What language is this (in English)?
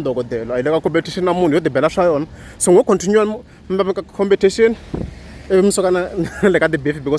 Tsonga